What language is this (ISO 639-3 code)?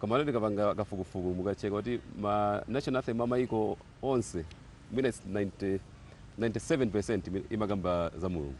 nya